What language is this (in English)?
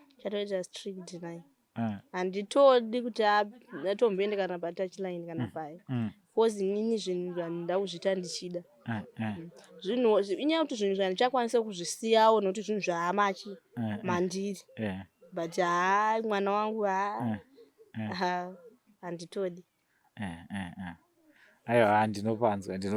Shona